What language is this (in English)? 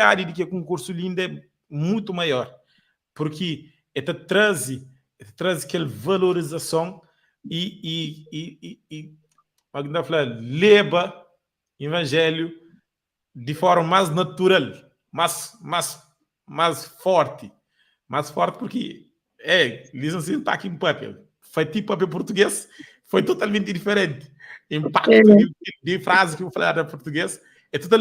Kabuverdianu